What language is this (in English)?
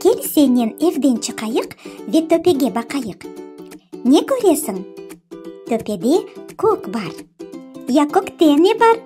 Crimean Tatar